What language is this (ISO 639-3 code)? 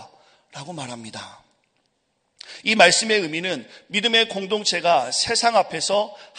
kor